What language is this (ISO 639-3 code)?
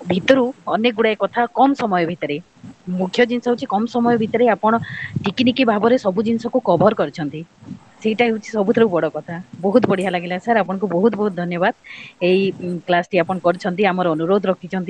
ori